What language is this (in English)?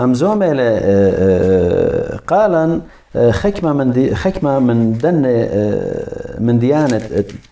Assyrian Neo-Aramaic